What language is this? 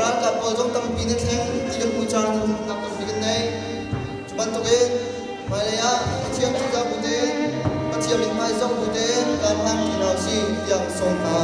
Hakha Chin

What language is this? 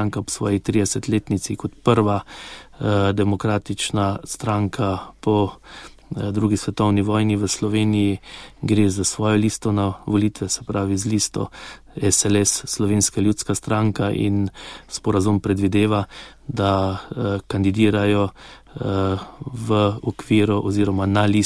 Slovenian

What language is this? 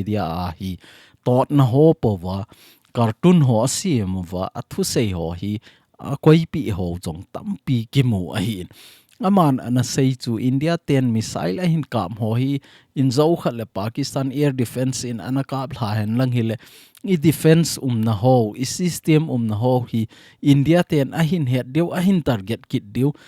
Thado Chin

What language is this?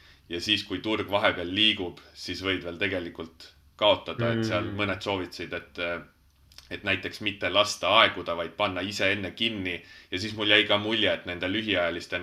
Estonian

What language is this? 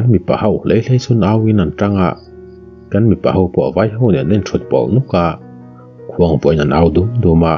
Mizo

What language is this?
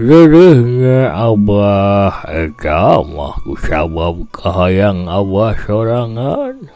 Sundanese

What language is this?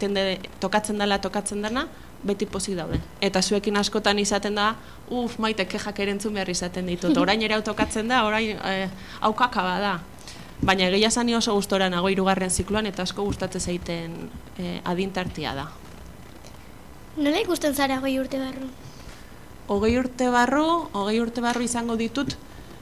Basque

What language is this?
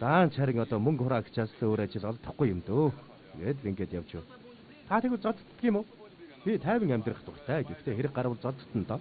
Mongolian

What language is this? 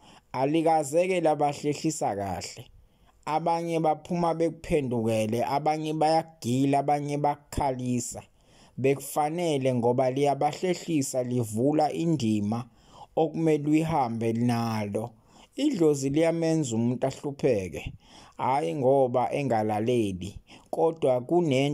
Zulu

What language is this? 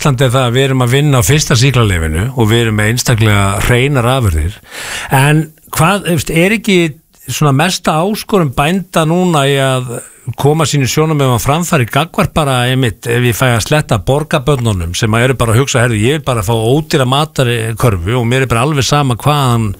Icelandic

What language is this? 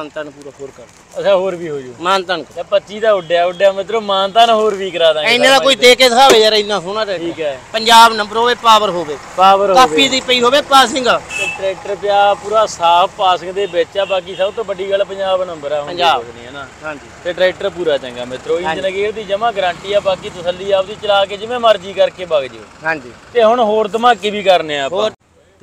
Punjabi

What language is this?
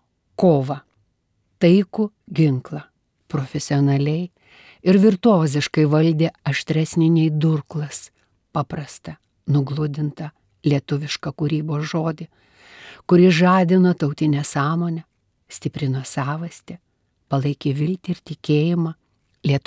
Lithuanian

